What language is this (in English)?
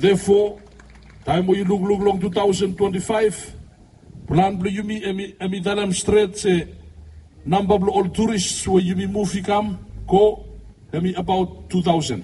Bislama